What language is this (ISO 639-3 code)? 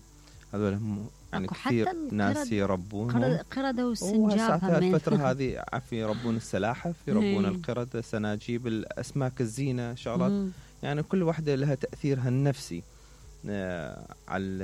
acm